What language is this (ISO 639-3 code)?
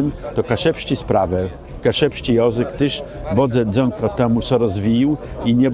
csb